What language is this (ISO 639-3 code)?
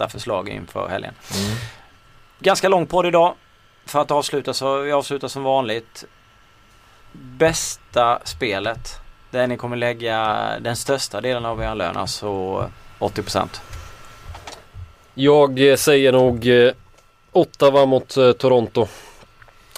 swe